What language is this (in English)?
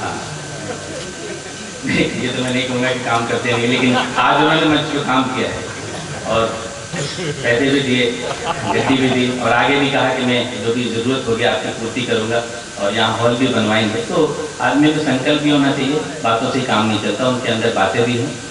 Hindi